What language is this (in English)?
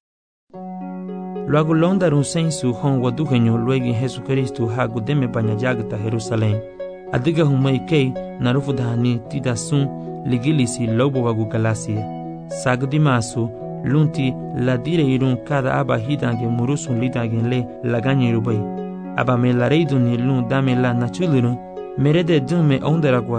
Garifuna